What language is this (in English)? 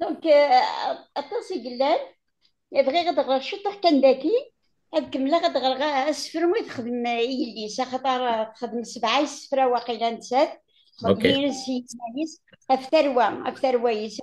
Kabyle